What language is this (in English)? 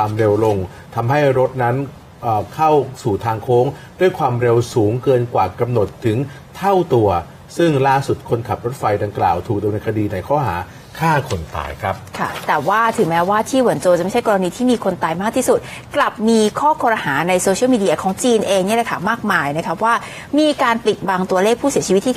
Thai